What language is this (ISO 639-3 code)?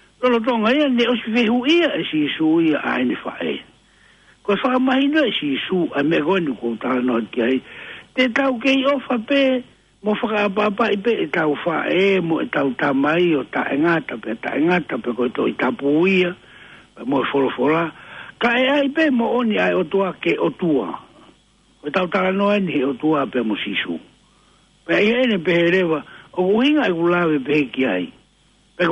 ton